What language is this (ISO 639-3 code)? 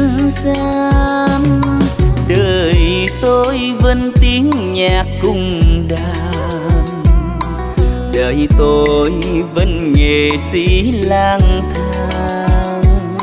vie